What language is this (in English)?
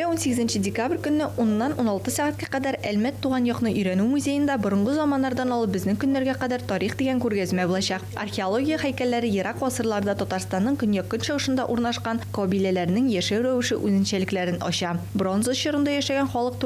Tatar